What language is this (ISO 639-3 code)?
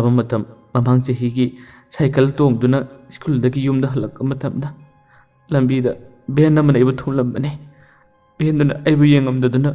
mni